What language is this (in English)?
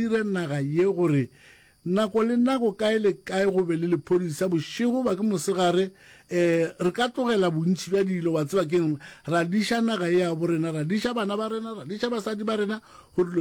Northern Sotho